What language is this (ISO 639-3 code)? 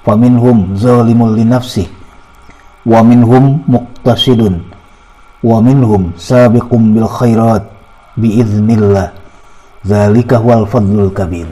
sun